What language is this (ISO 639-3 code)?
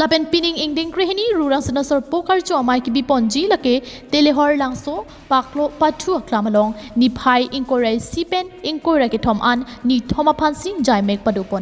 mjw